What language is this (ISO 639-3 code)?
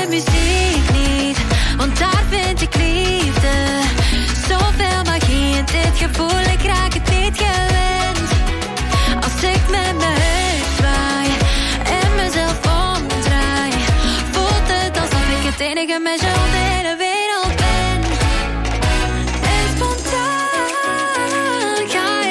nld